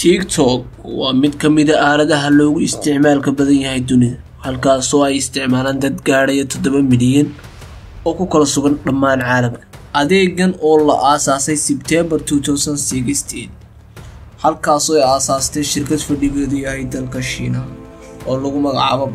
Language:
Somali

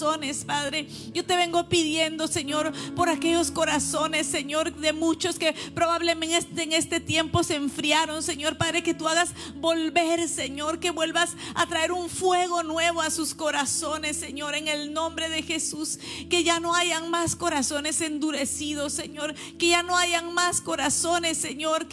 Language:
Spanish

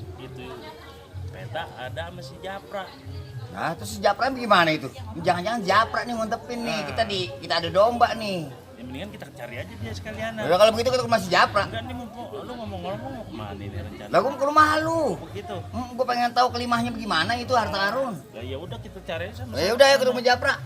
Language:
Betawi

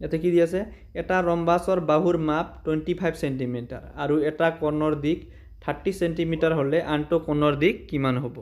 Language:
Assamese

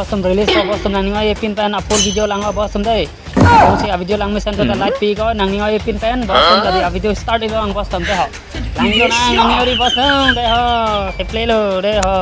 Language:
Karbi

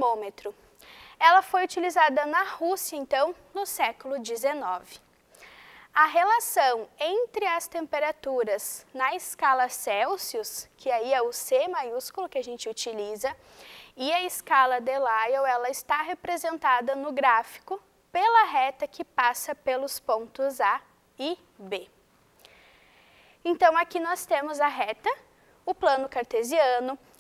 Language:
Portuguese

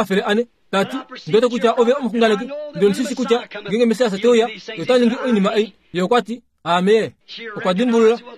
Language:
Kuanyama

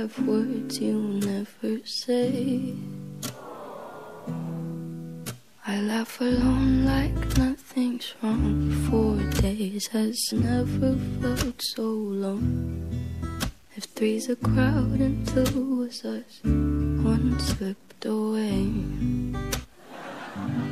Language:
English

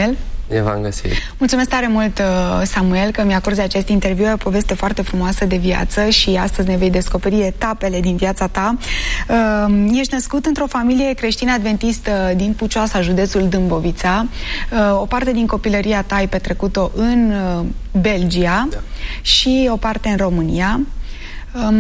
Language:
Romanian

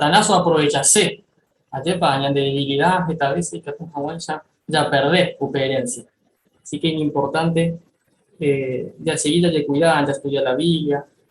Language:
Guarani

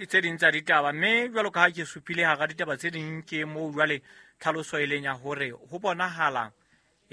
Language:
Southern Sotho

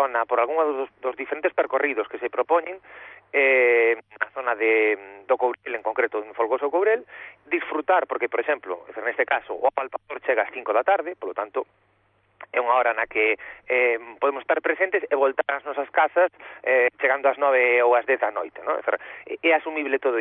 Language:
Galician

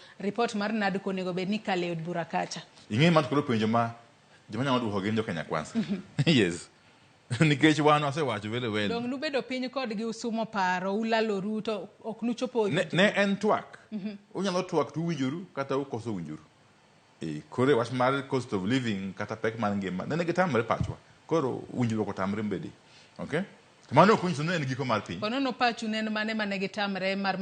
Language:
Luo (Kenya and Tanzania)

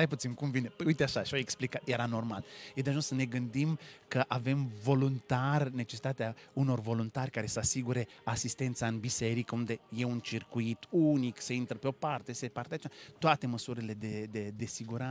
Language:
Romanian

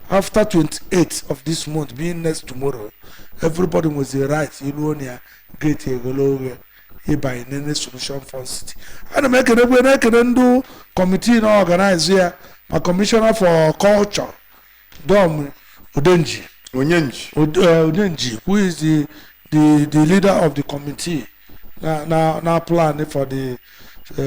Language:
Igbo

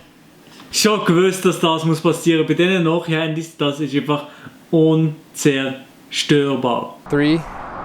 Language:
Swiss German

